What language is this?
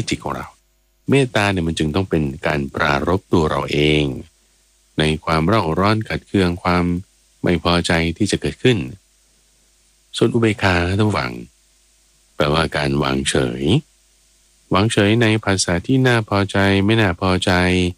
Thai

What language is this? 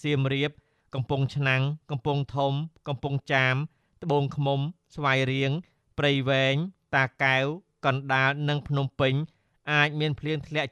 Khmer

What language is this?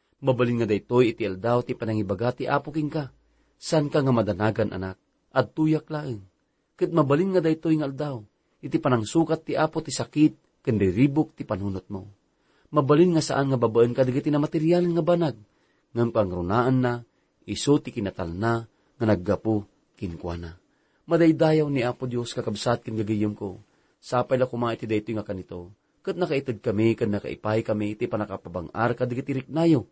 Iloko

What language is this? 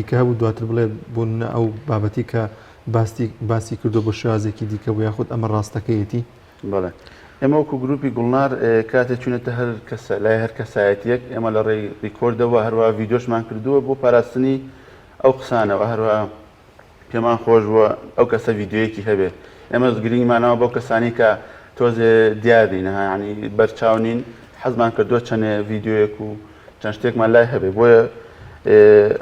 Central Kurdish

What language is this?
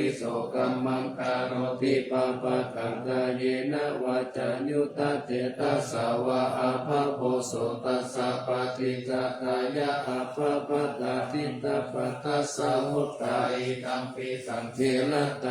Pali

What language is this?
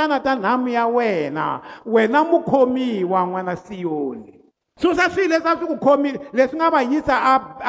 Tsonga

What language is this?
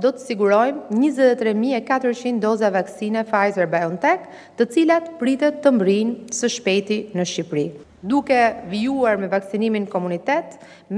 Albanian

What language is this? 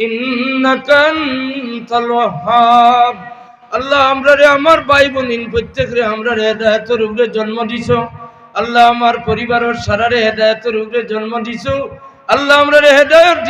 Sylheti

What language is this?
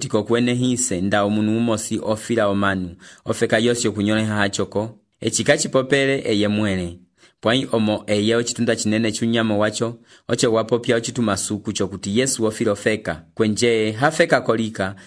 Umbundu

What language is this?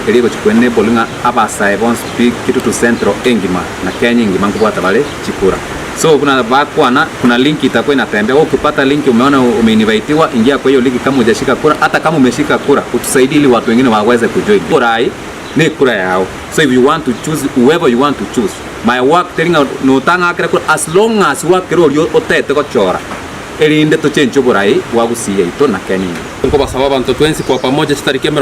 Gusii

